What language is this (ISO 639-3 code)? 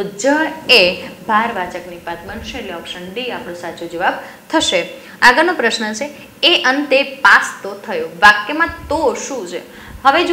guj